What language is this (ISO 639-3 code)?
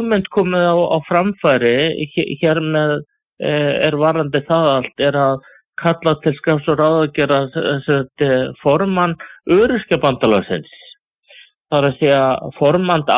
isl